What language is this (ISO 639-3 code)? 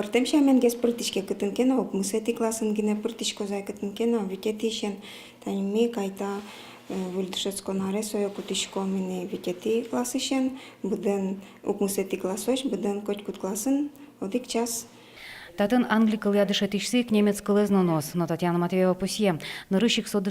udm